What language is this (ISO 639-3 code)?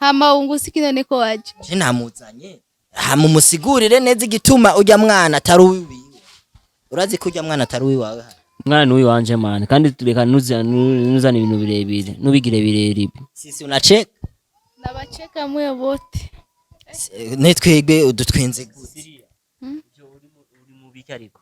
run